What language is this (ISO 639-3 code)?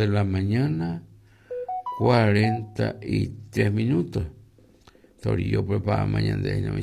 grn